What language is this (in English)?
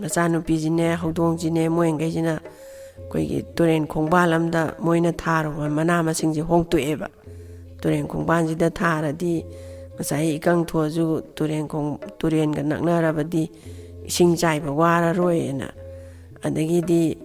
Manipuri